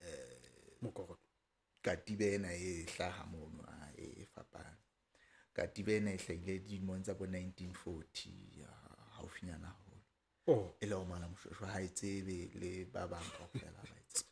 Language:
Southern Sotho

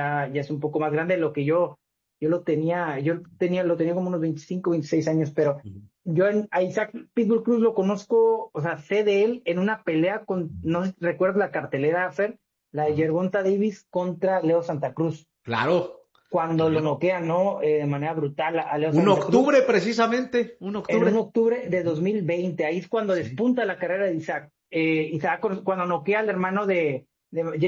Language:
Spanish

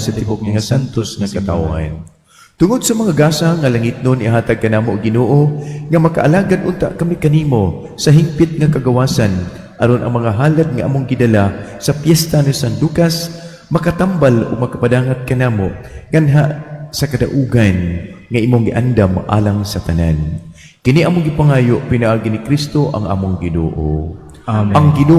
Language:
Cebuano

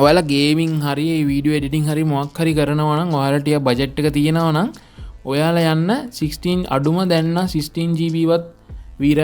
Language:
Sinhala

